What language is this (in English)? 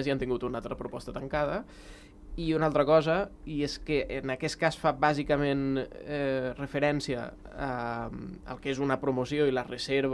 Catalan